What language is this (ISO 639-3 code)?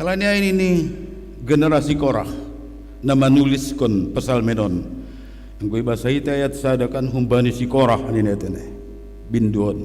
bts